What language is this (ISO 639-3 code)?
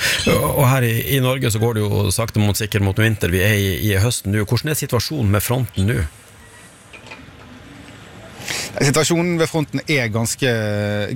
nor